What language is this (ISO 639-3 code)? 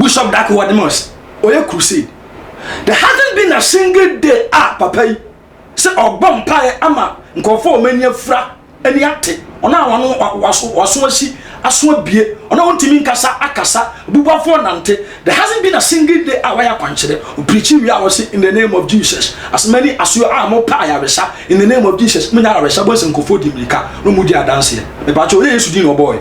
aka